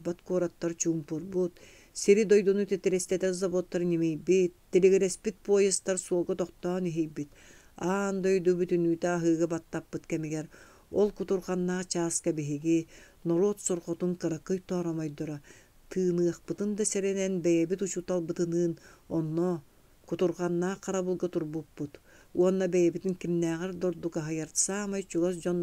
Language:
Yakut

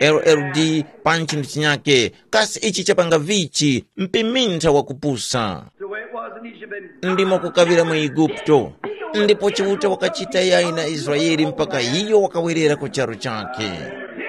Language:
Tumbuka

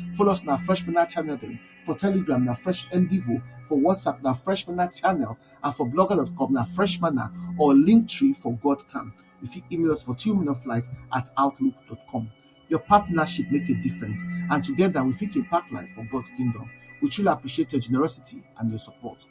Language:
Nigerian Pidgin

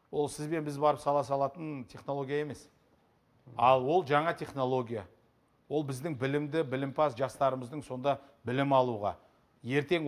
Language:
Kazakh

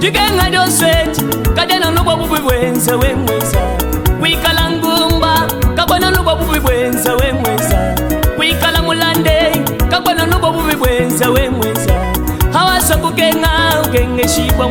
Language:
Luba-Lulua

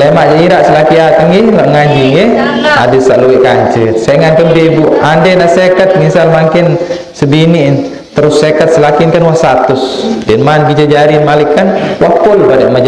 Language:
Sasak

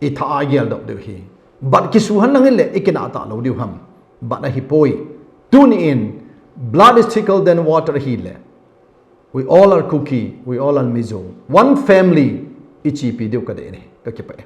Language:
Thado Chin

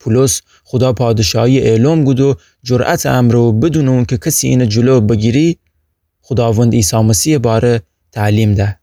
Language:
Gilaki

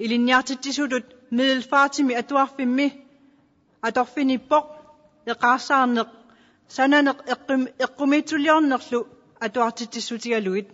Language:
Kalaallisut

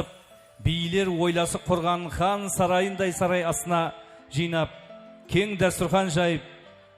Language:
Kara-Kalpak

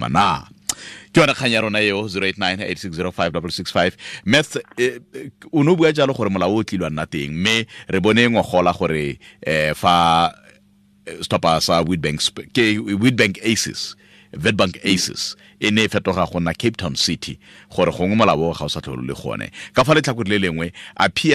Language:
Tswana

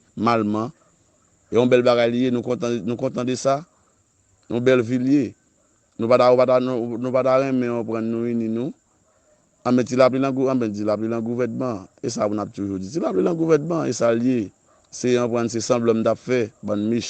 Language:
Haitian Creole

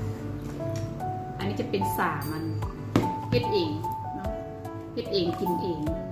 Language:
Lao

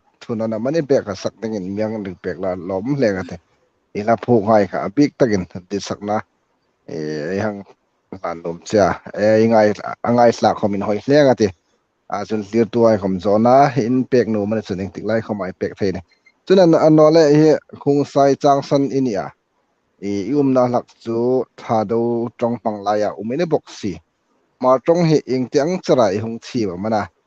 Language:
Hmar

